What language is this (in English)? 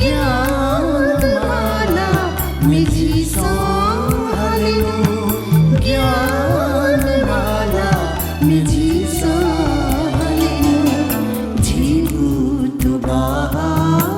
Newari